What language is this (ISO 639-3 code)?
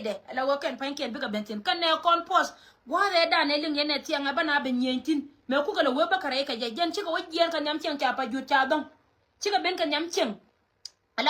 nus